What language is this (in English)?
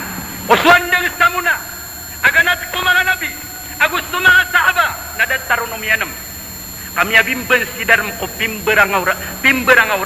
Maranao